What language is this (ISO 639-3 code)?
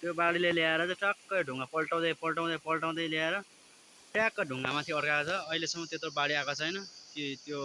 nep